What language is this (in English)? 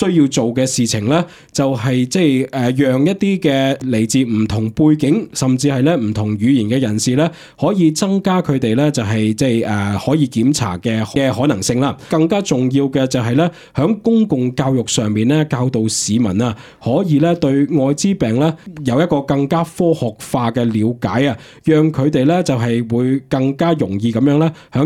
Cantonese